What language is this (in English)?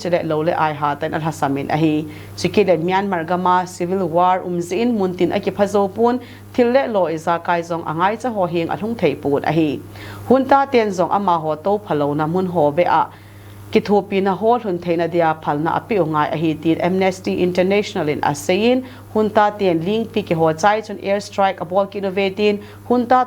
Thado Chin